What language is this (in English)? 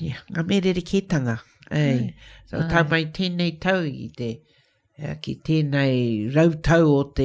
Māori